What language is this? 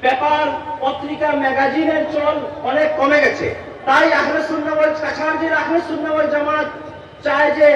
Sylheti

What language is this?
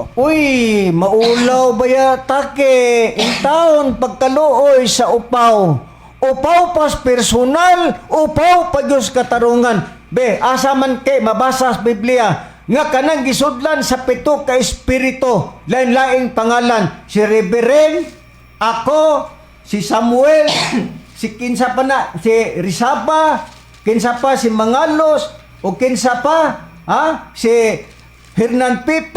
Cebuano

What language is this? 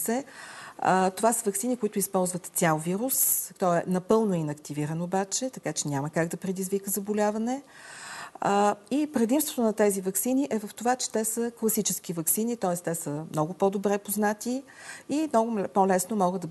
Bulgarian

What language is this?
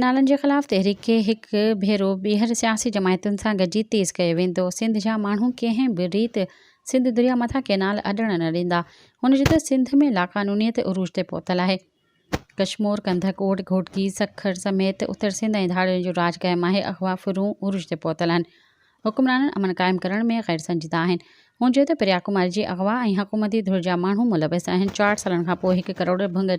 Sindhi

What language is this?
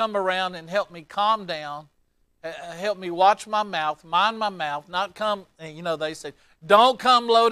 English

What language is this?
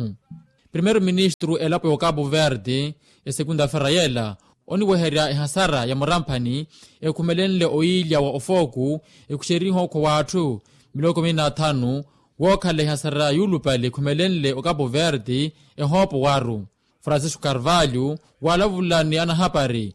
Makhuwa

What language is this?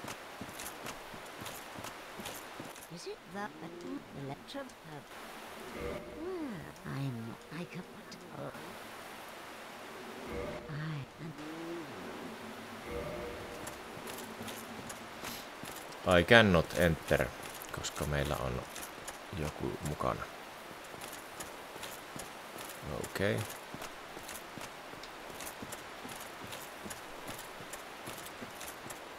Finnish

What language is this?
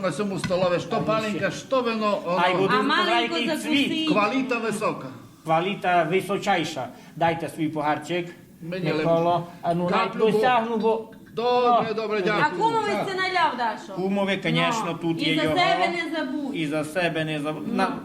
Rusyn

